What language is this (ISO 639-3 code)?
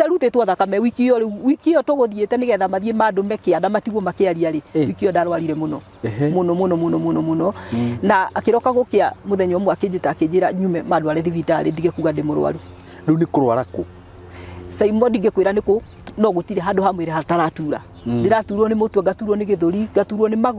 kik